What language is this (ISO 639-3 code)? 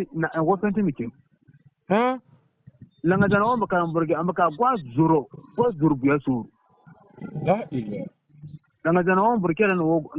bib